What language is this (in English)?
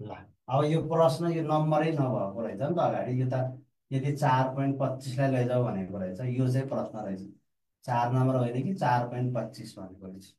Nepali